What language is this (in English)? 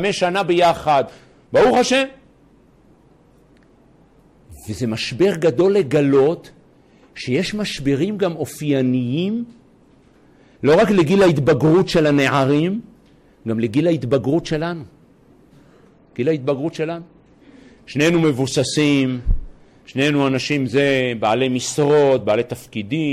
Hebrew